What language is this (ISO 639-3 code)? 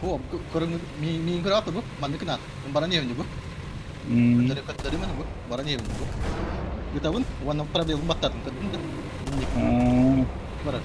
sah